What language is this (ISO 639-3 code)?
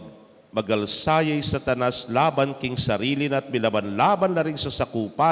pam